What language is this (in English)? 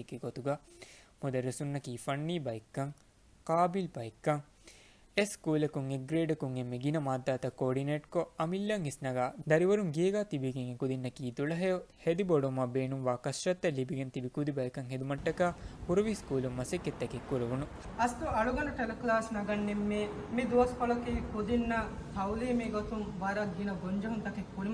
Divehi